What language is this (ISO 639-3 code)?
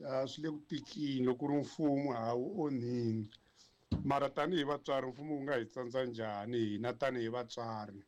tso